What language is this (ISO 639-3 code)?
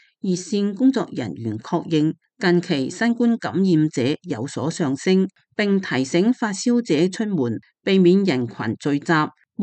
yue